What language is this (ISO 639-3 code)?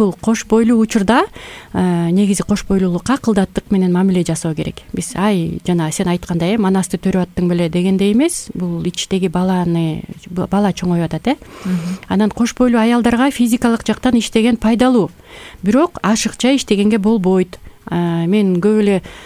kir